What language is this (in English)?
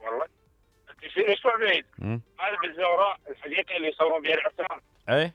Mesopotamian Arabic